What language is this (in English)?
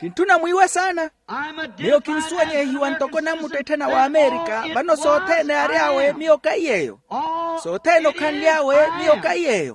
Makhuwa